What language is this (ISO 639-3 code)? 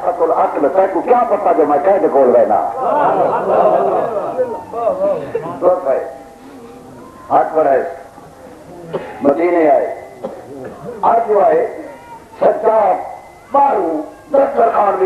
urd